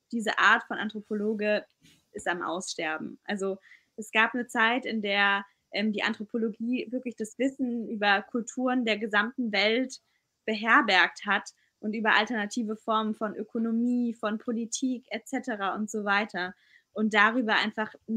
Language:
German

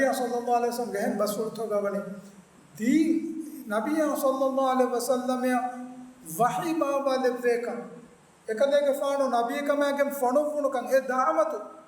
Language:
Divehi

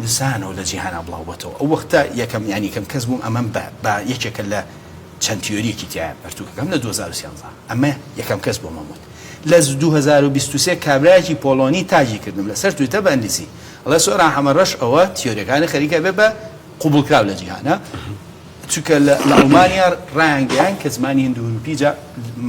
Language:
Central Kurdish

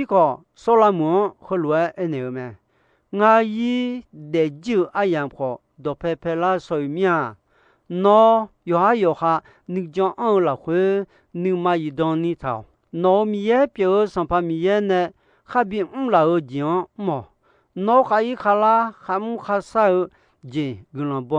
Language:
Akha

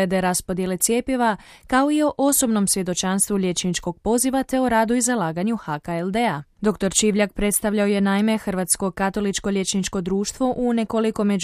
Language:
Croatian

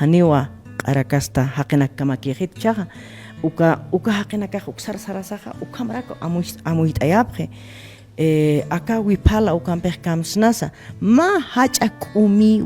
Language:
Aymara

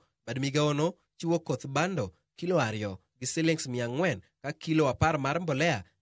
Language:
Luo (Kenya and Tanzania)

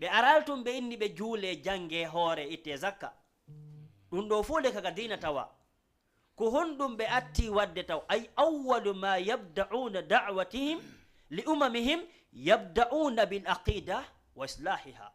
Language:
Fula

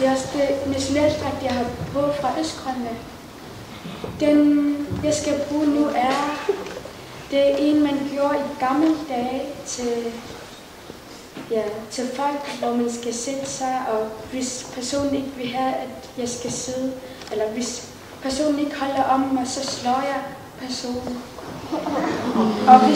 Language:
Danish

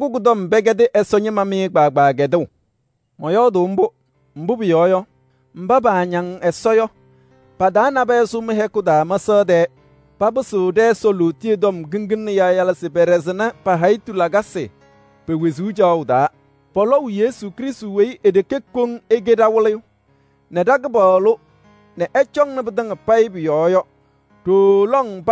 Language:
Kabiyè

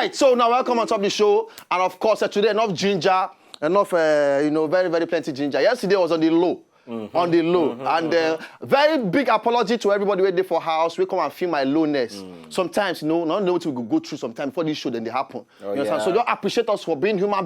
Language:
Nigerian Pidgin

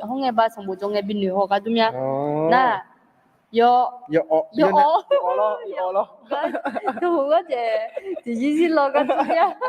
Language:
Akha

